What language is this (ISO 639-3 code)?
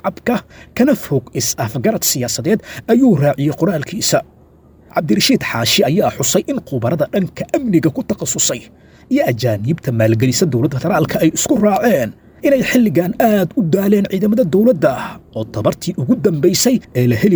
som